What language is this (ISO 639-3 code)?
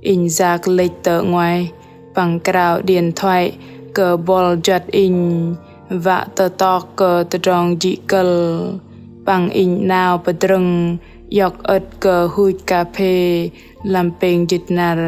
bdq